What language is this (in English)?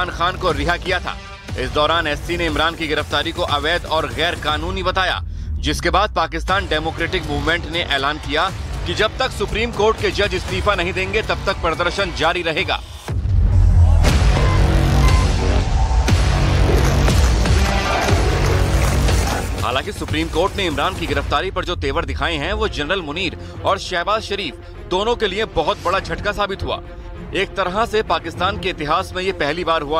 Hindi